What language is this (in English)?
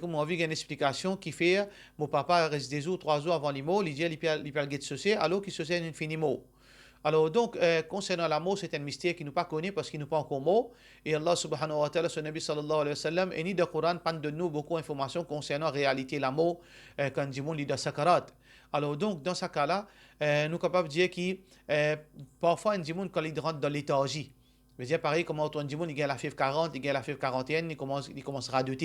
Morisyen